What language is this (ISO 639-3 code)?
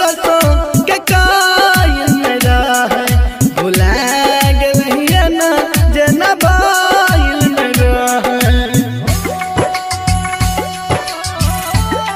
bho